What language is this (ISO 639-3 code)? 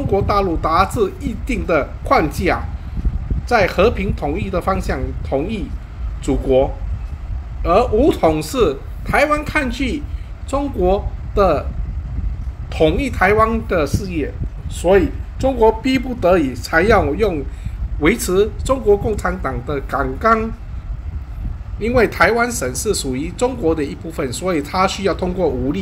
zho